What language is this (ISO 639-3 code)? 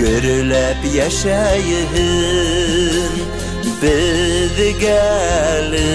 bak